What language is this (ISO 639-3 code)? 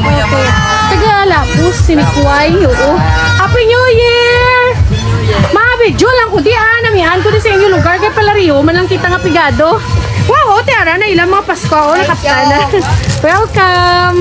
hil